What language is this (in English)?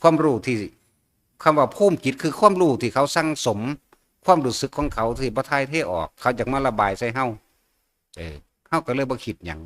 Northeastern Thai